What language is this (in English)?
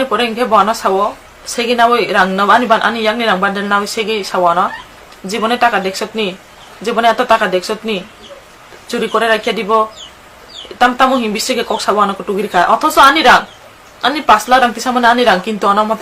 Kok Borok